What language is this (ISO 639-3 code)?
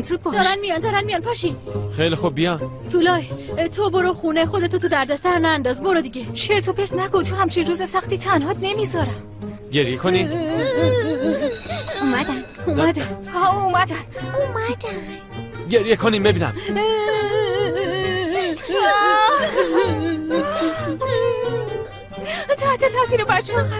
fas